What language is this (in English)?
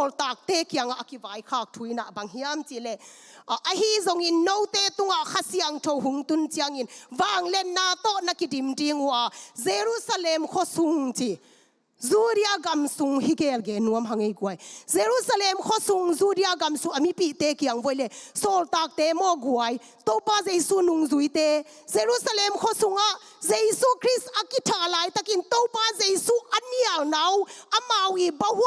Tedim Chin